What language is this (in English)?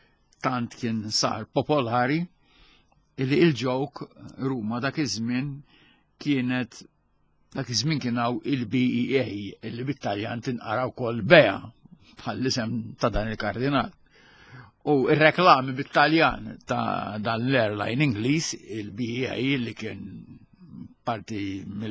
Maltese